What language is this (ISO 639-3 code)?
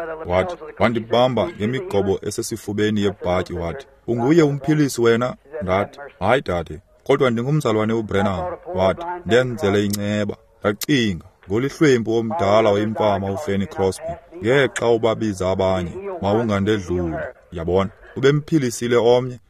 xho